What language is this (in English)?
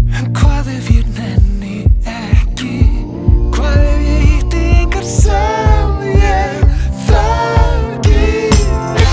Icelandic